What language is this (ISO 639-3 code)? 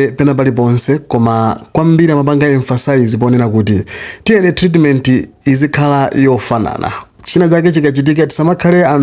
nya